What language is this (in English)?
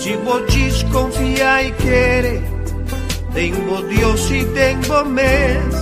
Papiamento